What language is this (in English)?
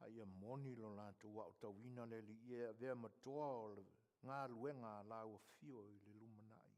Samoan